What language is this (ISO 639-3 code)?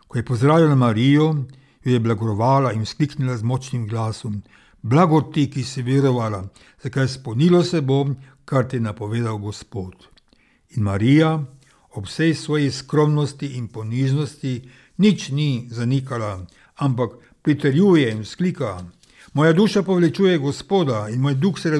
slv